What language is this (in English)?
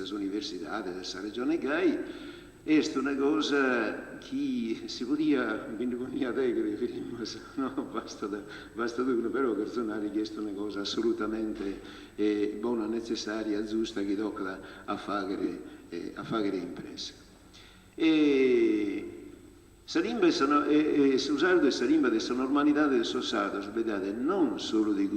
Sardinian